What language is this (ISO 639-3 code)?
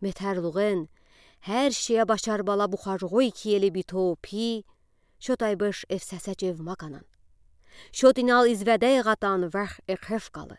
udi